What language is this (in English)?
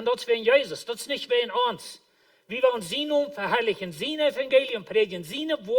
Plautdietsch